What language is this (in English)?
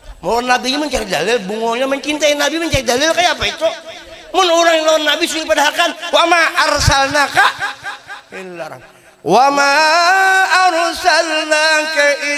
Banjar